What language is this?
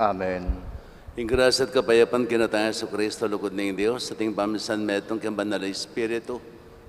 Pampanga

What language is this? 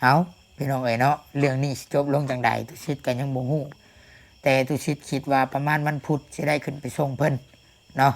Lao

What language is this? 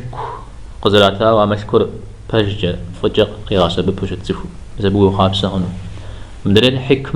Kabardian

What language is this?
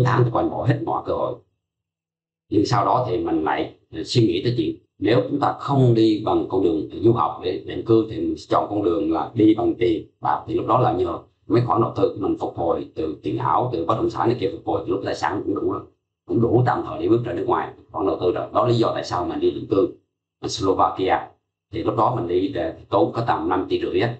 Vietnamese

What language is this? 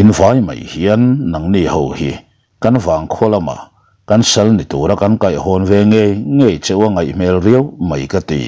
Mizo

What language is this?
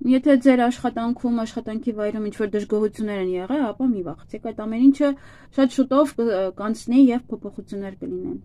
Armenian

